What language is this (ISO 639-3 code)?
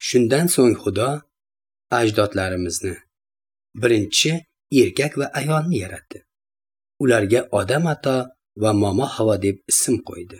uzb